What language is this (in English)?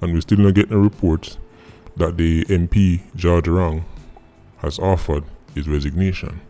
Jamaican Creole English